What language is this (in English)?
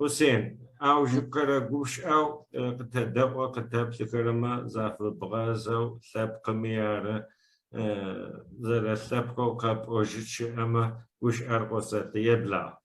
Adyghe